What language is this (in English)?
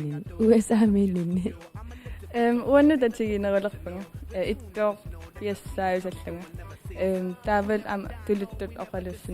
Kalaallisut